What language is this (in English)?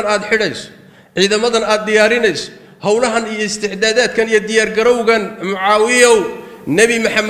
Somali